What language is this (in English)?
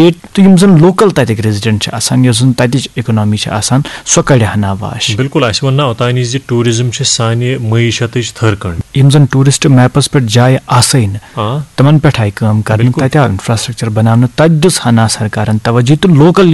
Kashmiri